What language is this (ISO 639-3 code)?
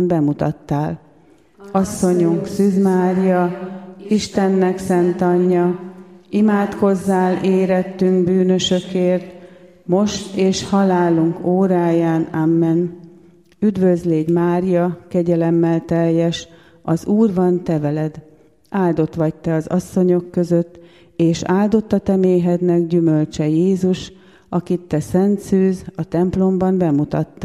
hun